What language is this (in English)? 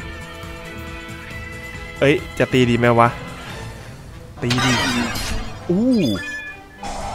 Thai